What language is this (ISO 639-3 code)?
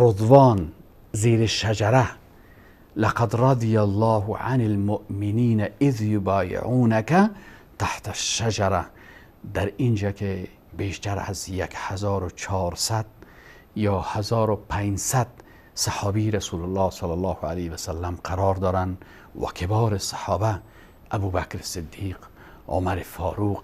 fas